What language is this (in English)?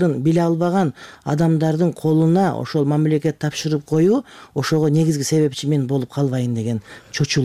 Kyrgyz